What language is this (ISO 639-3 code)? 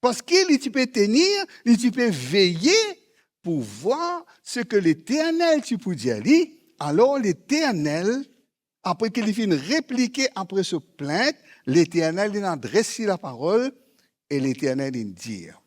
mfe